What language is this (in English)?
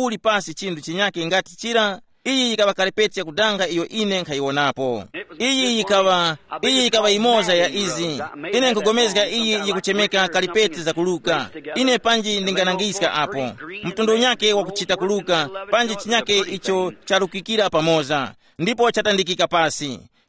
Tumbuka